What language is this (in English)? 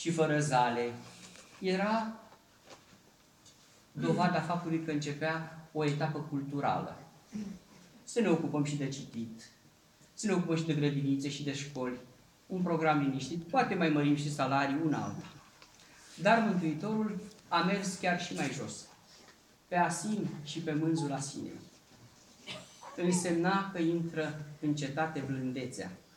Romanian